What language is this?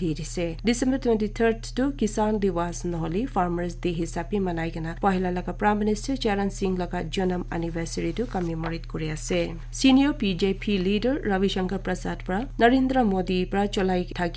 Naga Pidgin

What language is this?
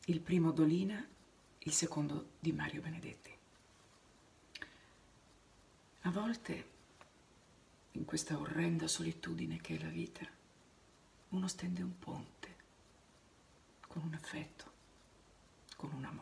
Italian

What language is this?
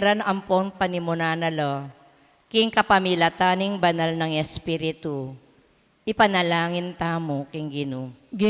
Pampanga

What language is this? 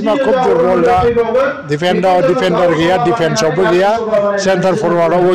Bodo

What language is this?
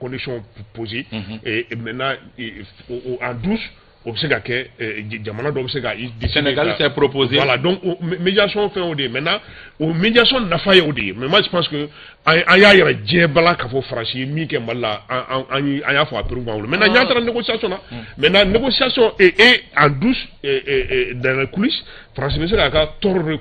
Bambara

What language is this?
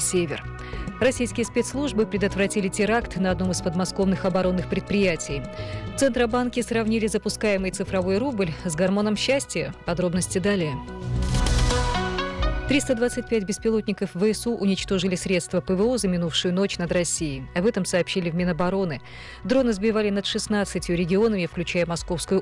Russian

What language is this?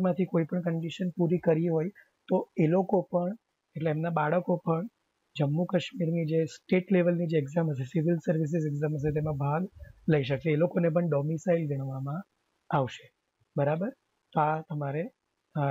Gujarati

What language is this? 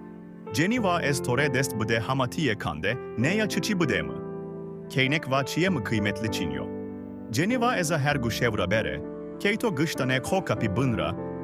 Zaza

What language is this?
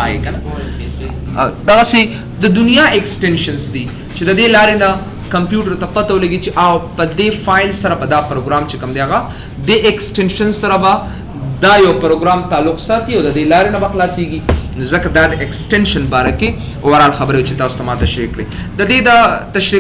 Pashto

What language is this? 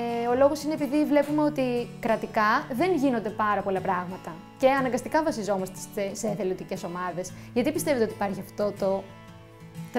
Greek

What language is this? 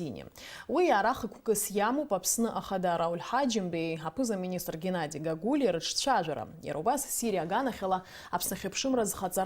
Abkhazian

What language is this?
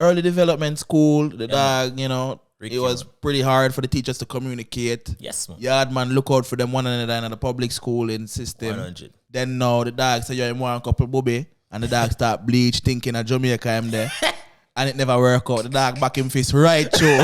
Jamaican Creole English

